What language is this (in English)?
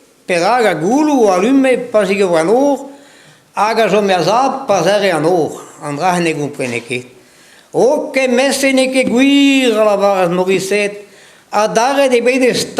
Breton